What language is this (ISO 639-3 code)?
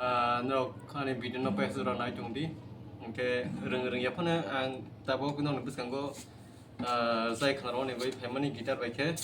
trp